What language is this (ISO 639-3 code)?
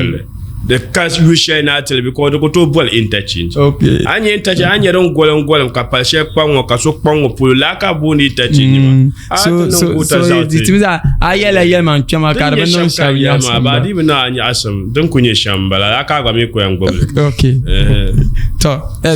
dag